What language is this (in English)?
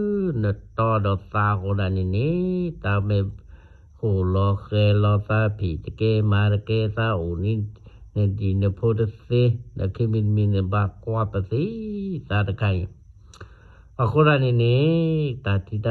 S'gaw Karen